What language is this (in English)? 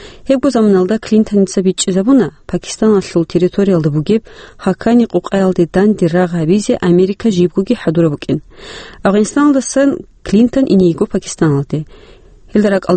Avaric